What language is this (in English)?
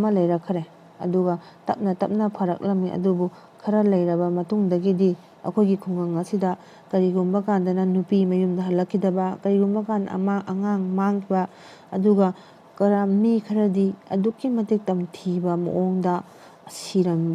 Manipuri